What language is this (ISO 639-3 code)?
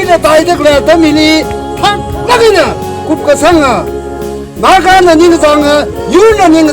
nmf